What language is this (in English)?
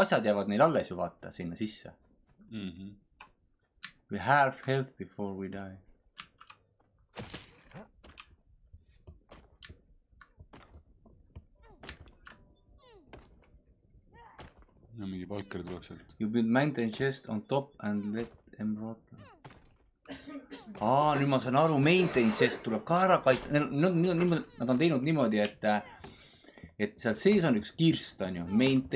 Estonian